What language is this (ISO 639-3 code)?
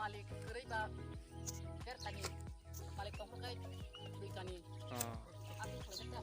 trp